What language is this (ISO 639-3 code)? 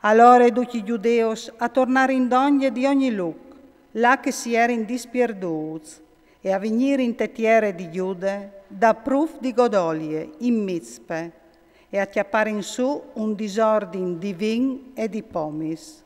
fur